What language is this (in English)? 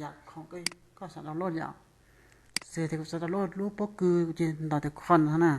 Hmong